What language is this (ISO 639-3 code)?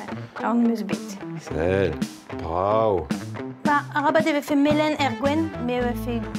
bre